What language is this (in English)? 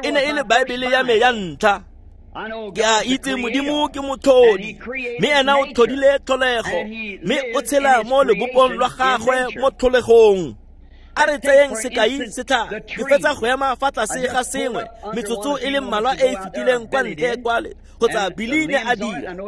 Tswana